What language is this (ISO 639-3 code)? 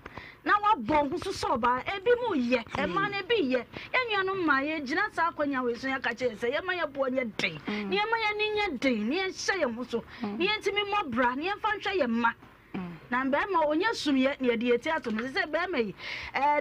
aka